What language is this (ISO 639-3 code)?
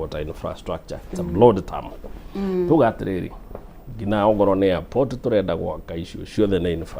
kik